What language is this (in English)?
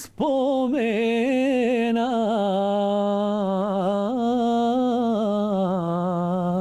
Bosnian